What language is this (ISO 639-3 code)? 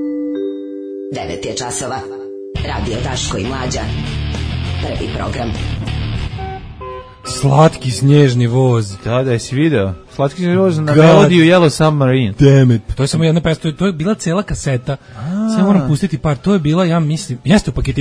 srp